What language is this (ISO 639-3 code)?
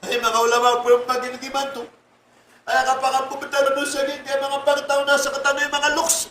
mrw